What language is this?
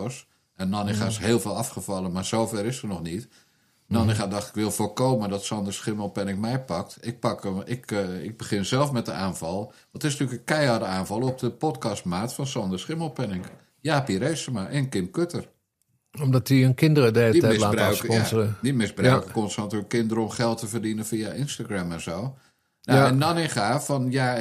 Dutch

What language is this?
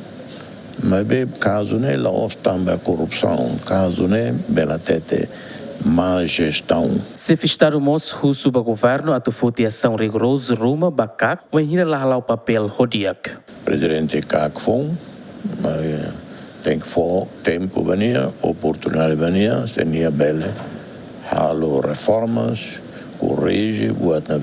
Tetum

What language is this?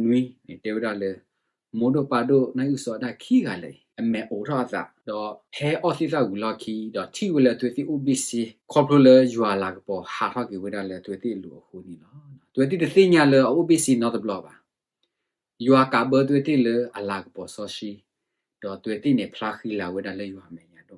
S'gaw Karen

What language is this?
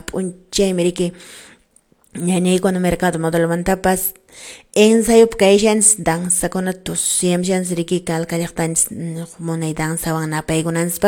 Quechua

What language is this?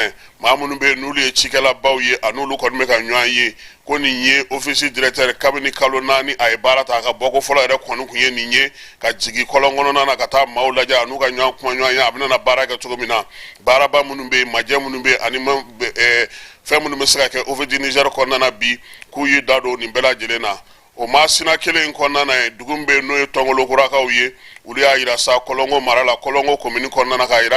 Bambara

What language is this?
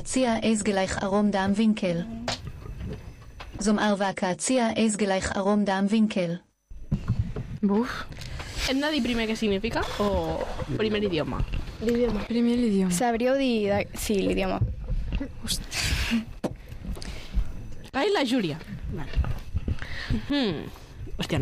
Catalan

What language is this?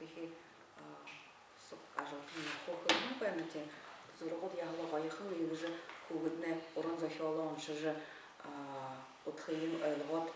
Buriat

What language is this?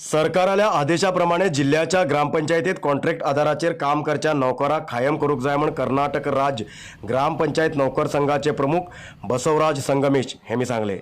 Konkani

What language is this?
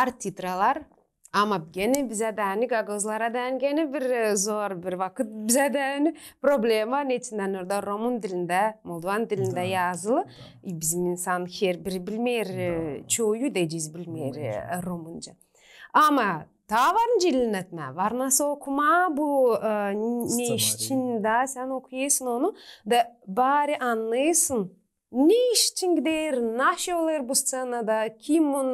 Gagauz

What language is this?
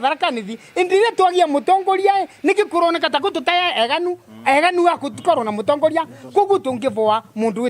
Meru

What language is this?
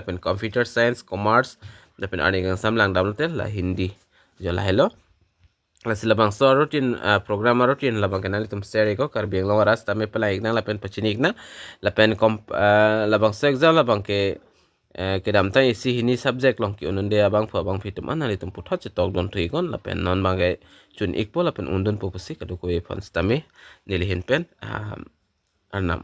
Karbi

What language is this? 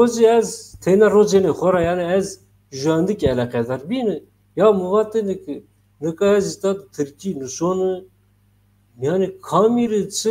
Zaza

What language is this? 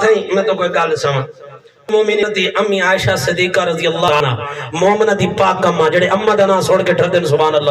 Saraiki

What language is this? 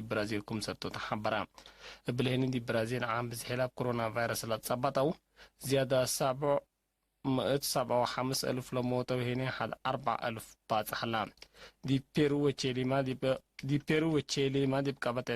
Tigre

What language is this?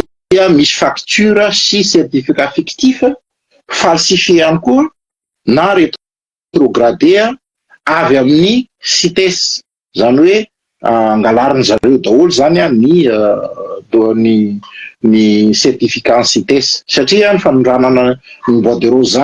Malagasy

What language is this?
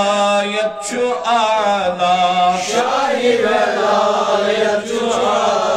Kashmiri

